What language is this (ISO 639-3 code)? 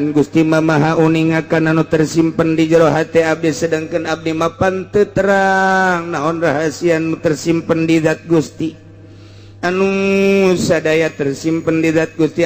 sun